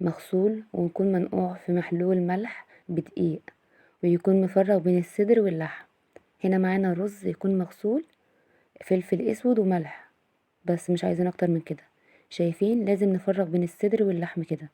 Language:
Egyptian Arabic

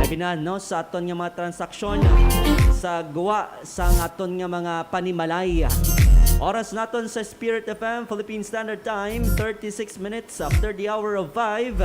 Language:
Hiligaynon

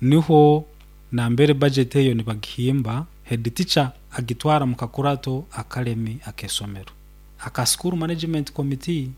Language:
Nyoro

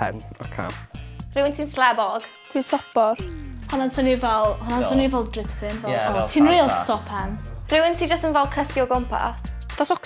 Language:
Welsh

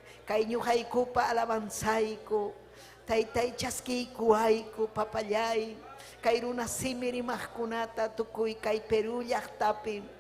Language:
Ayacucho Quechua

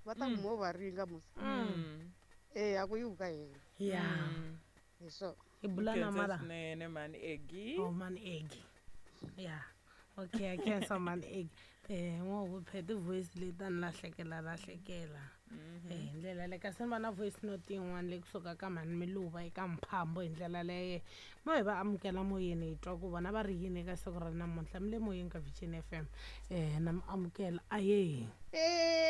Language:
Tsonga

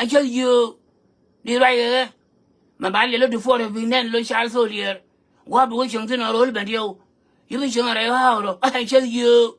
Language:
Nuer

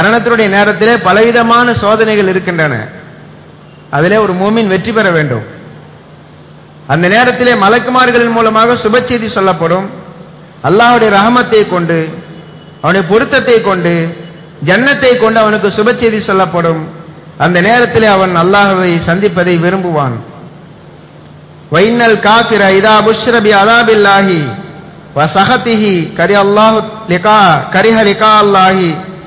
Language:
Tamil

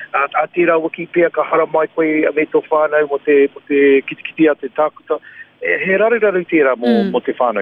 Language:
Māori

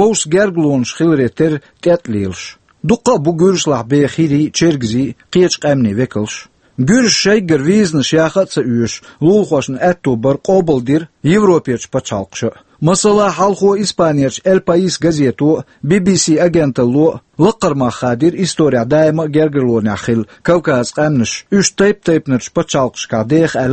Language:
Chechen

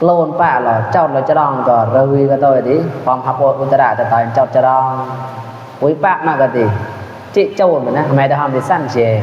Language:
Mon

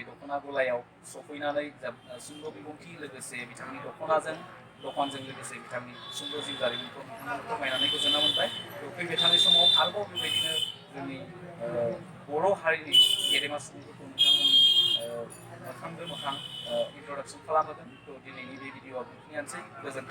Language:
Bodo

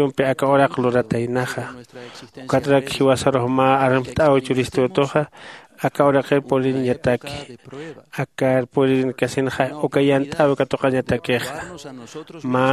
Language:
Aymara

